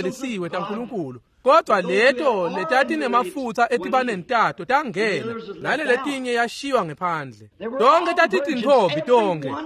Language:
Swati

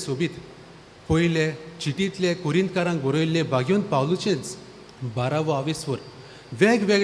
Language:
Konkani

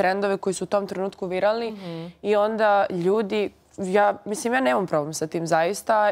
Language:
Serbian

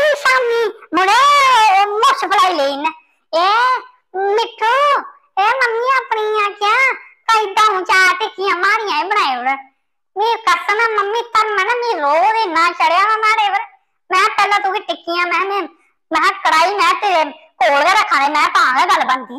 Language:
Dogri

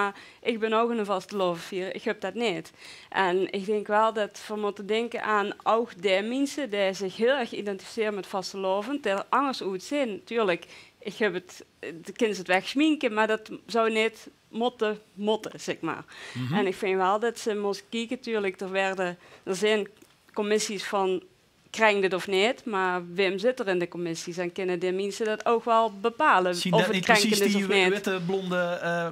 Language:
Limburgish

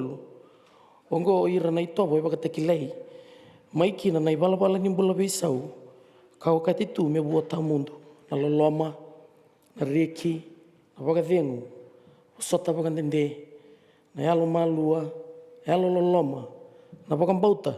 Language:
Fijian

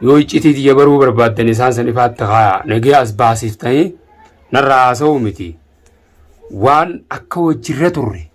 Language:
Oromo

